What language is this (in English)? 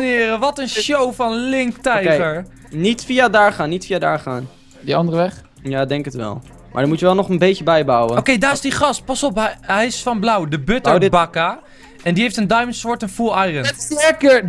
Dutch